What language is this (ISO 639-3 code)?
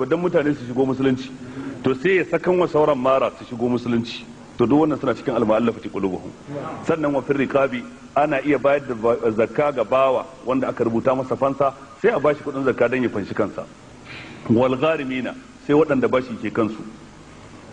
hau